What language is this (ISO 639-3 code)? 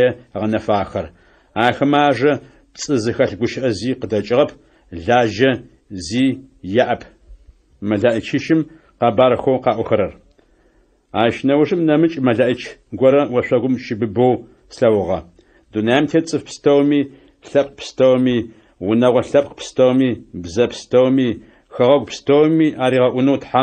ady